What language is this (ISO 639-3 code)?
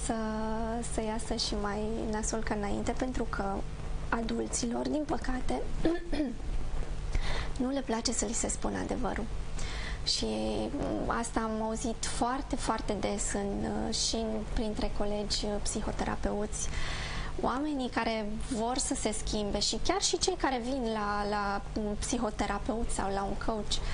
ron